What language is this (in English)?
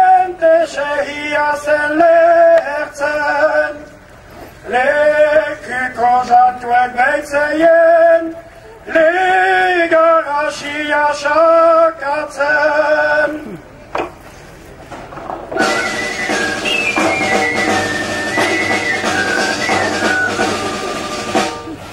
Basque